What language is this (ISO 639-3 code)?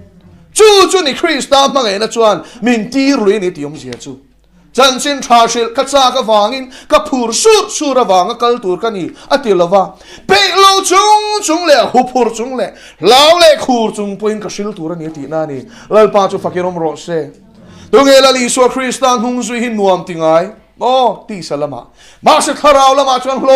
lus